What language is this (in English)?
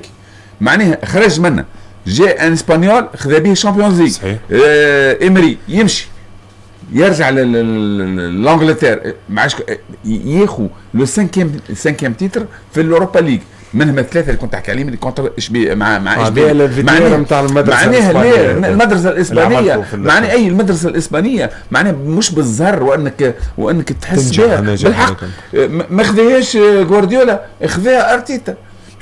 Tunisian Arabic